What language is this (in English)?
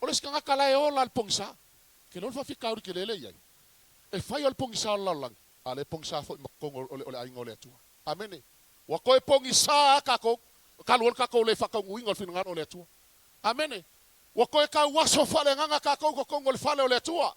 Samoan